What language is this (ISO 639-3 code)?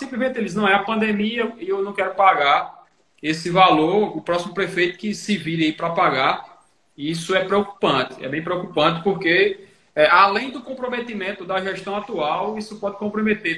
por